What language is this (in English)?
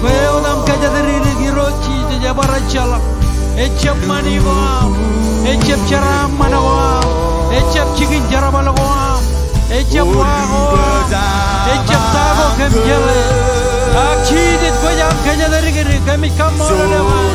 Marshallese